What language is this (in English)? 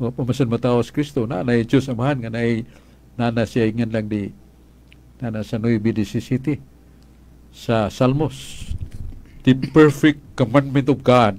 Cebuano